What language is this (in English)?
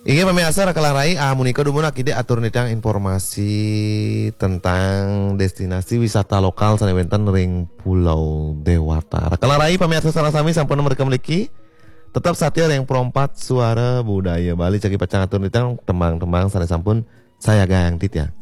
Balinese